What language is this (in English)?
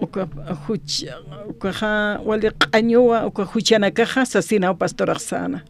Aymara